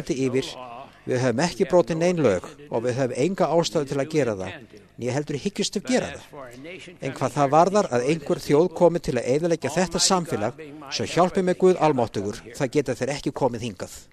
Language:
Icelandic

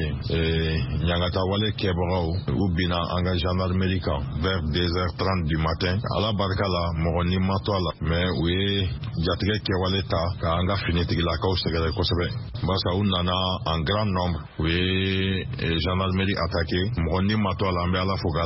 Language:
Bambara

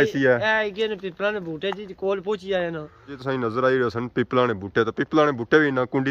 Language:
Pahari-Potwari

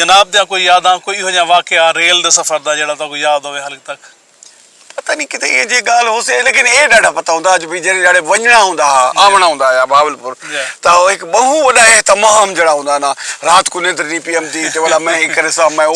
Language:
Saraiki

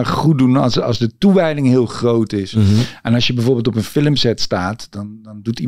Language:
Dutch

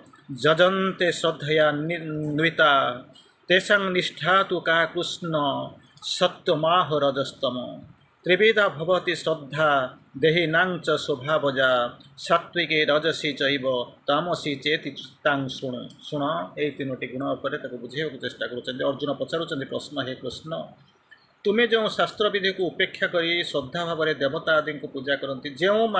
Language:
Odia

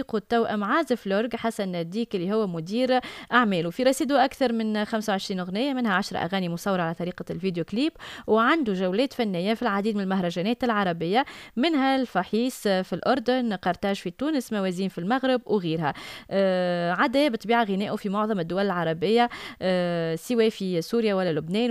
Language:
Tunisian Arabic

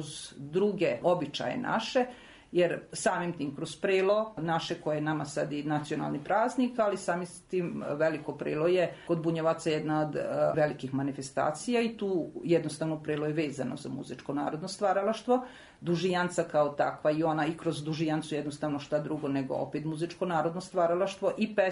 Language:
Serbian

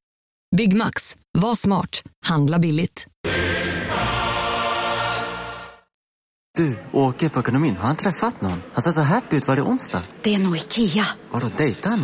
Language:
Swedish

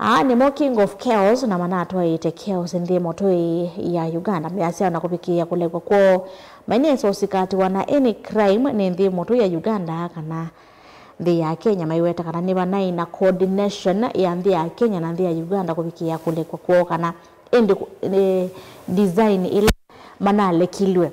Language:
Kamba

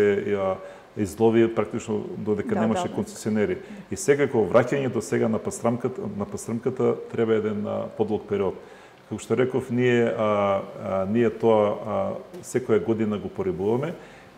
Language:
Macedonian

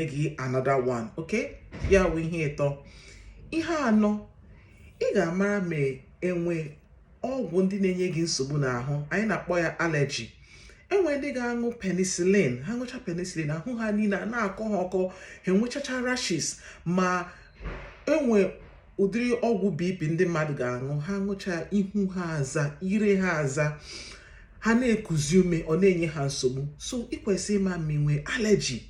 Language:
Igbo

